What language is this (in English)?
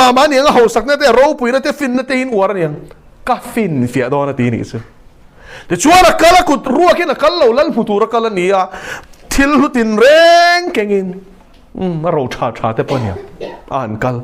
Mizo